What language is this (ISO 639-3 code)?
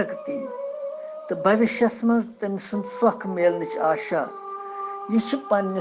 kas